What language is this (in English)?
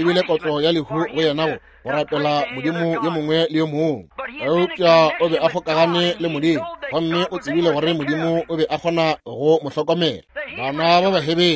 Northern Sotho